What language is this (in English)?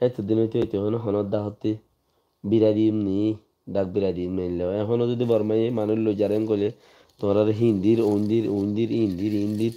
Rohingya